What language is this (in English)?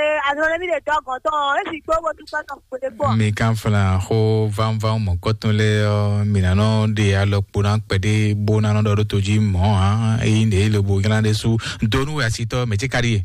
Fon